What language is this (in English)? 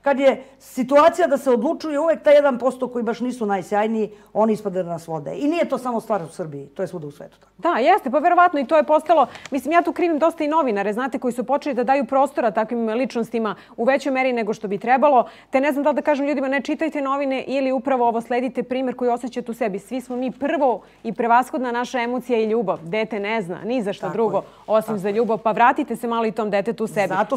Serbian